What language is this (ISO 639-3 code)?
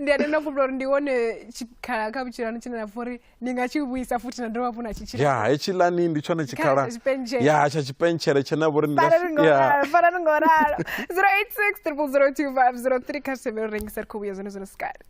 ven